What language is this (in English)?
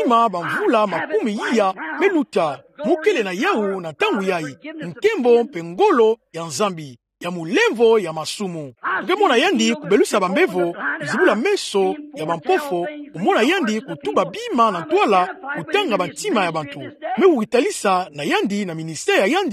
Kituba (Democratic Republic of Congo)